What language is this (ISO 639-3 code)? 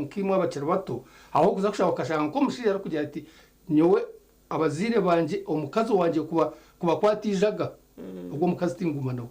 nyn